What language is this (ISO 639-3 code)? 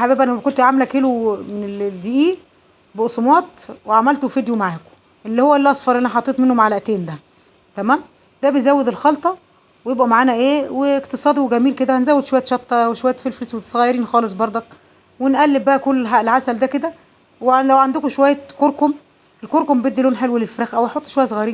arz